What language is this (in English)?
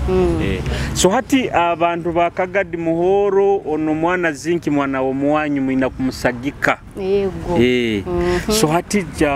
Nyoro